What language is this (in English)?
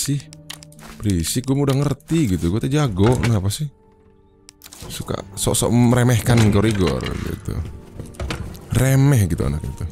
Indonesian